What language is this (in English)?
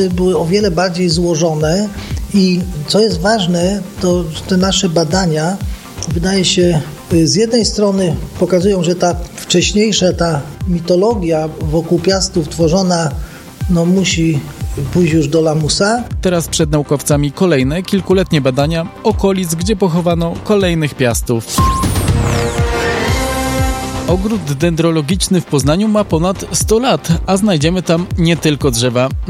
Polish